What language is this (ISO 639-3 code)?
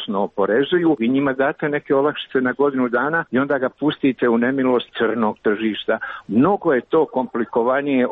srp